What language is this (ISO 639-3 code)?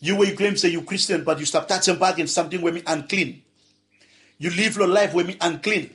bis